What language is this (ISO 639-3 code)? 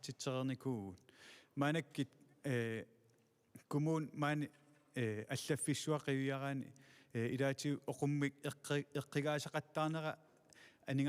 kal